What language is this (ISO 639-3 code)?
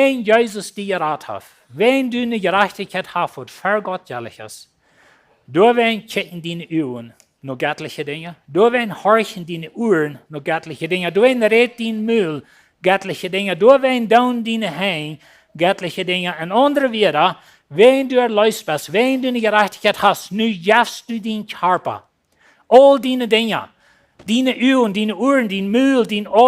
pdt